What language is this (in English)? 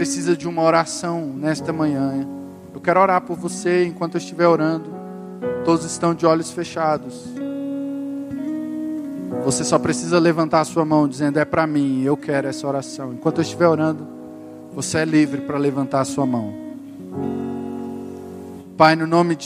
Portuguese